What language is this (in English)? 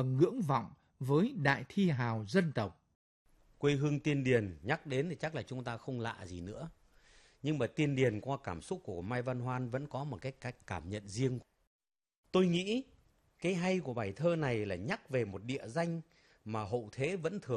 Vietnamese